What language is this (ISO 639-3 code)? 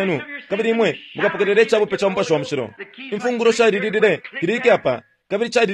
bem